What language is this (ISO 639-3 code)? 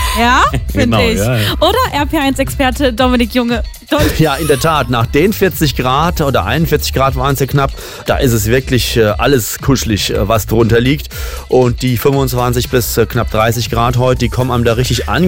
deu